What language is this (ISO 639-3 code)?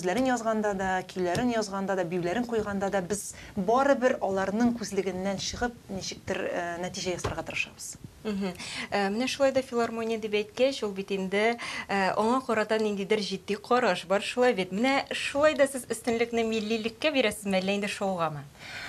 tat